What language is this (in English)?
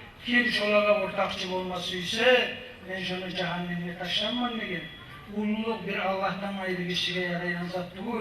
Kumyk